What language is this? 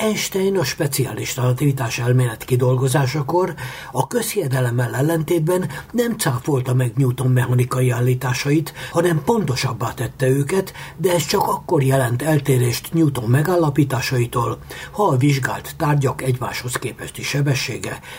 Hungarian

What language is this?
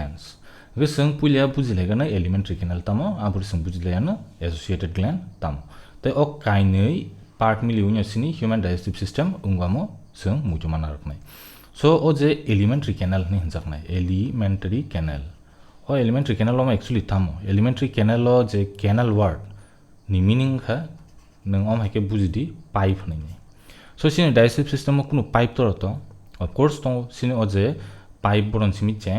Kok Borok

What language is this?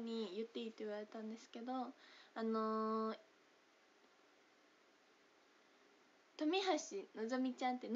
Japanese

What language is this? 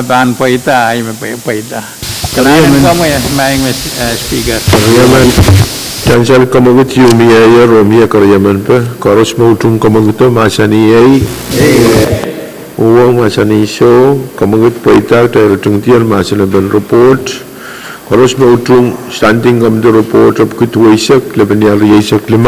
Pohnpeian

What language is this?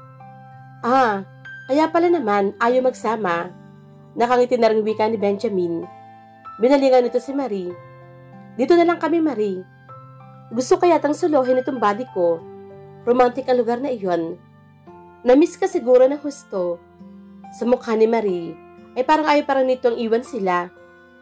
Filipino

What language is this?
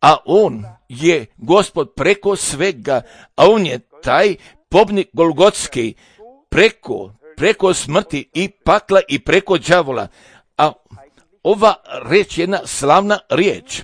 Serbian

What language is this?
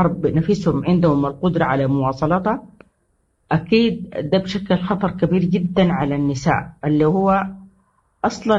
Sudanese Arabic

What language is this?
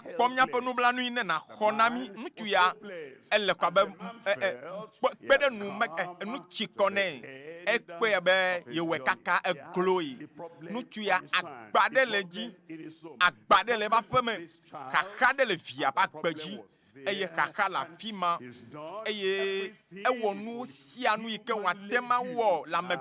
Ewe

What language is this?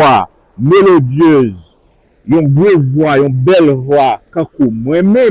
Haitian Creole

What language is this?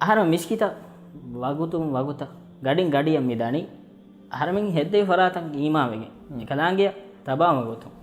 Divehi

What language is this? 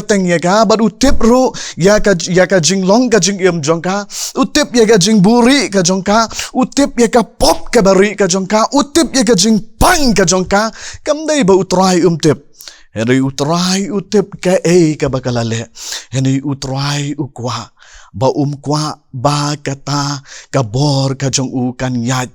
Khasi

